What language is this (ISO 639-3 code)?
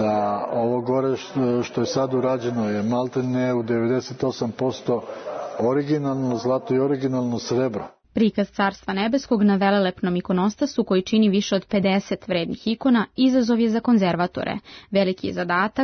srp